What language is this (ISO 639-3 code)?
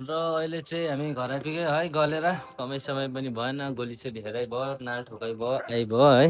nep